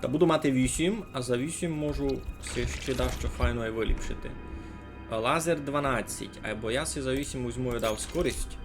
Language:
Rusyn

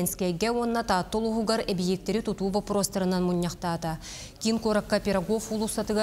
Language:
Yakut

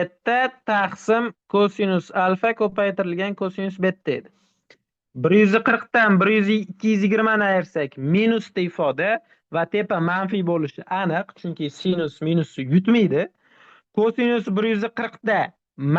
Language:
Uzbek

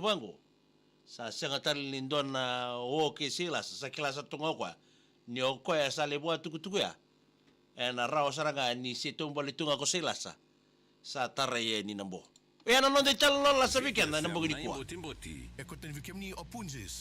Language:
Fijian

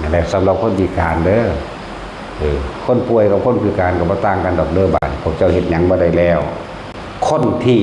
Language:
Lao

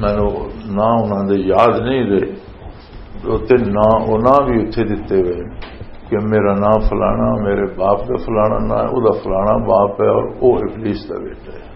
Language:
Western Panjabi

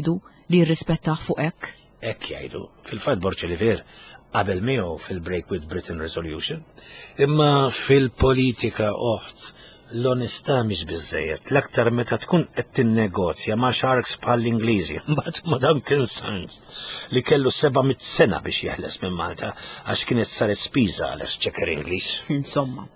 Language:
Maltese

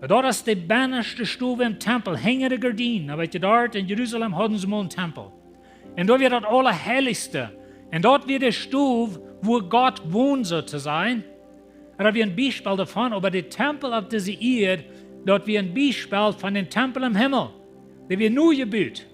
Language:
Plautdietsch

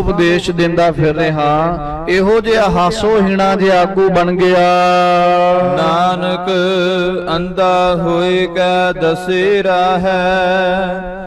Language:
Punjabi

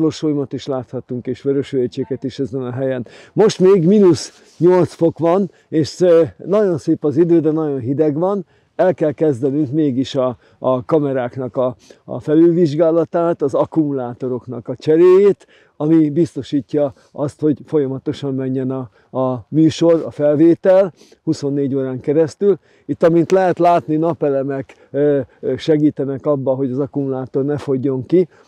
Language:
Hungarian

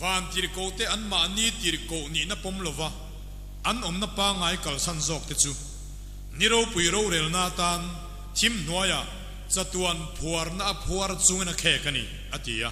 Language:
Mizo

